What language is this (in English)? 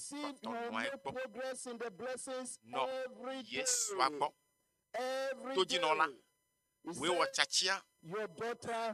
Ewe